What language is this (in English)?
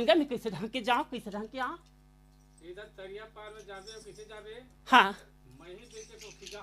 Chhattisgarhi